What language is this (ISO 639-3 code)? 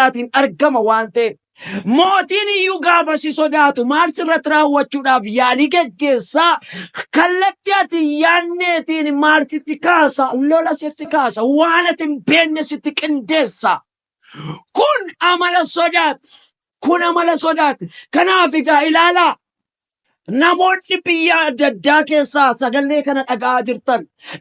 orm